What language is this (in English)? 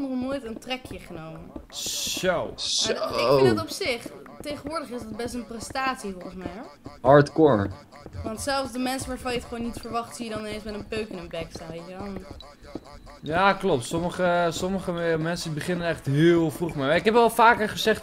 Dutch